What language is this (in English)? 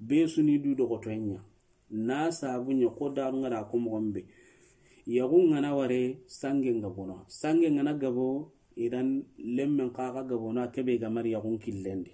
Soninke